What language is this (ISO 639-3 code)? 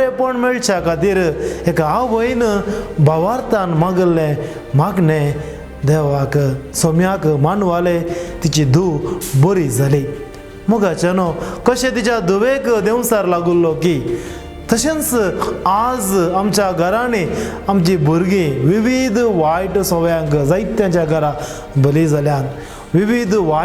kok